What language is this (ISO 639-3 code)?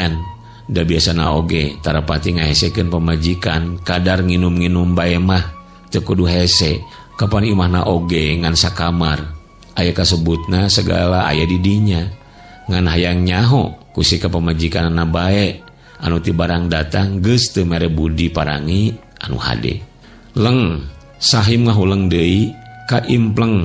sun